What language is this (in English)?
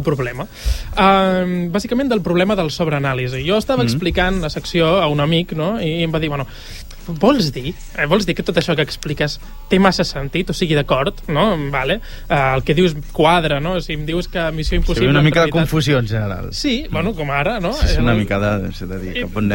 Catalan